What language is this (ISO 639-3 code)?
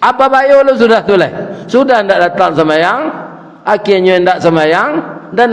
min